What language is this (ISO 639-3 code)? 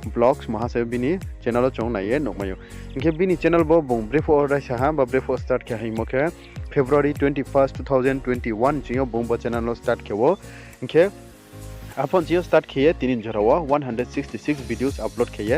ria